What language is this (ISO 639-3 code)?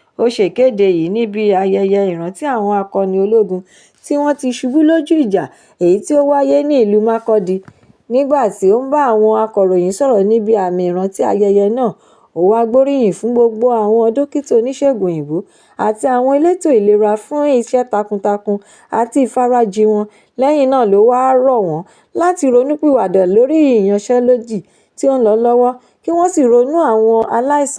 yor